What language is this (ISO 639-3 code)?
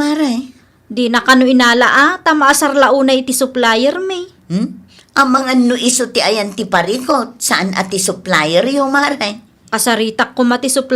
ilo